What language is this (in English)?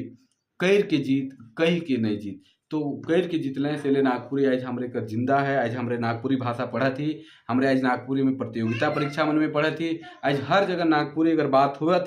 Sadri